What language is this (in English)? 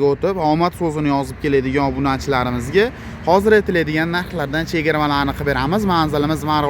Uzbek